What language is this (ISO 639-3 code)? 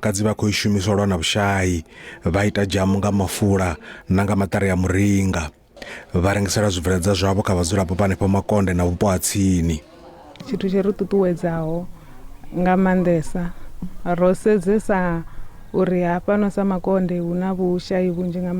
ven